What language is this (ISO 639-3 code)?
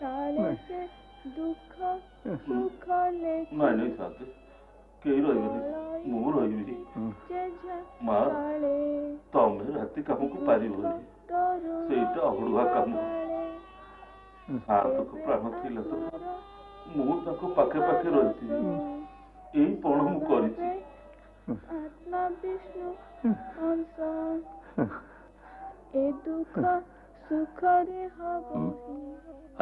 ori